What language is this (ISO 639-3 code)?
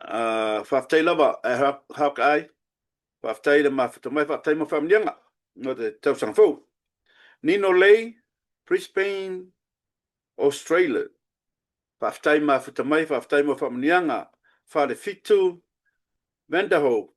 smo